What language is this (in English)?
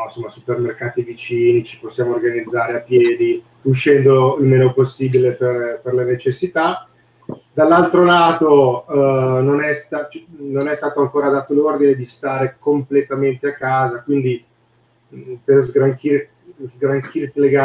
Italian